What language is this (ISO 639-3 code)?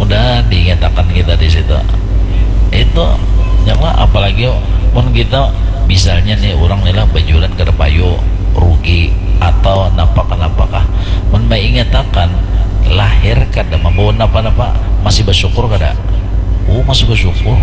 bjn